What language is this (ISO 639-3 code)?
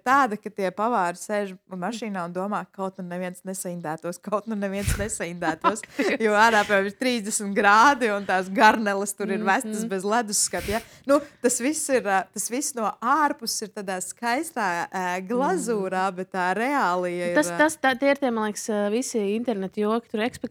lav